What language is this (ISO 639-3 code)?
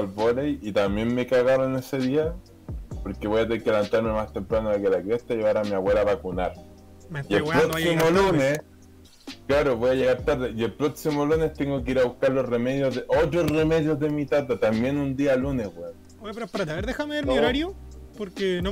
spa